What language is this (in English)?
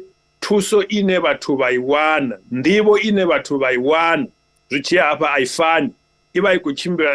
Venda